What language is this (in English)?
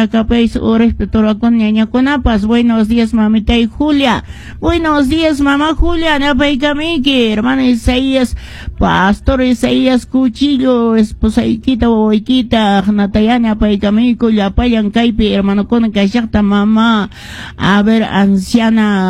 Quechua